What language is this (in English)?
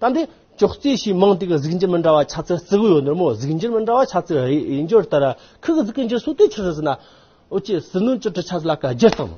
Amdo Tibetan